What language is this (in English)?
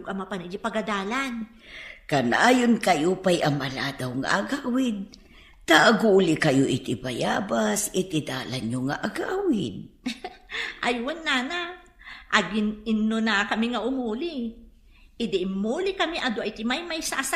Iloko